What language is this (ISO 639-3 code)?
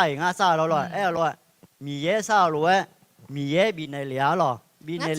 ahk